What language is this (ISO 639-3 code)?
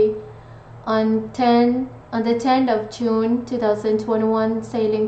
pon